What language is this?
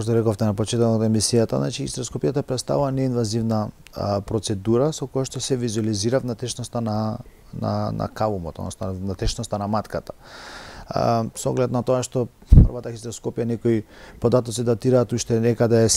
Macedonian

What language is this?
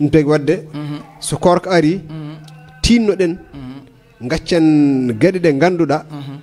Fula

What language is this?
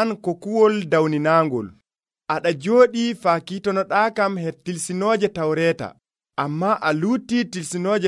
Nigerian Fulfulde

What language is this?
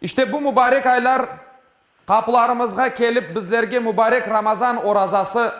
Crimean Tatar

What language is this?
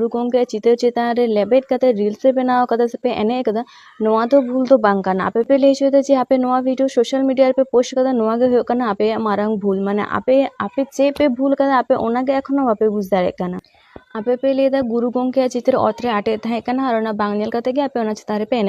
Santali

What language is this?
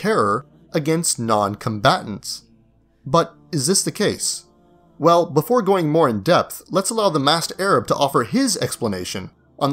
English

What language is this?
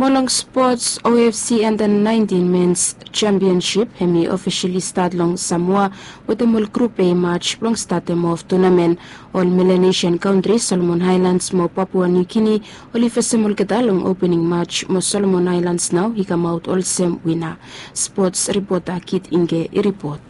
Bislama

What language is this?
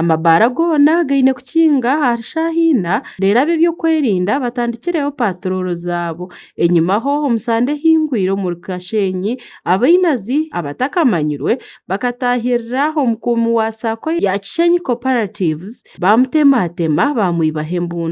Nyankole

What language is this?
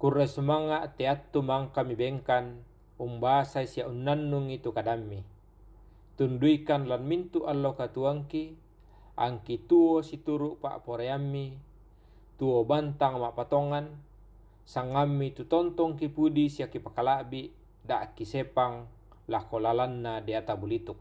Toraja-Sa'dan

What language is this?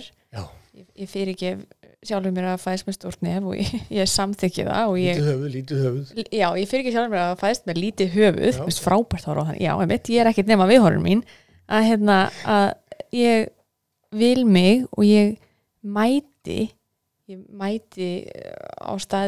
Icelandic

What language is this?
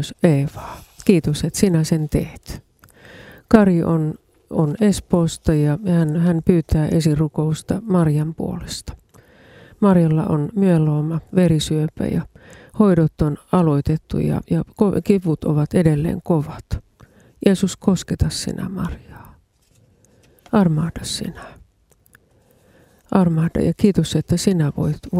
Finnish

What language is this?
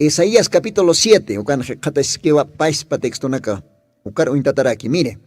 Aymara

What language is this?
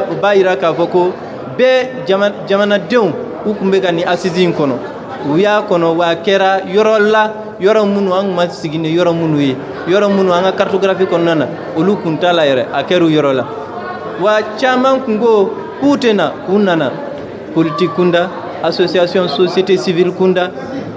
Bambara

